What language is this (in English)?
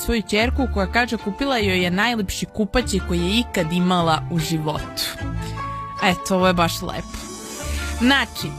Serbian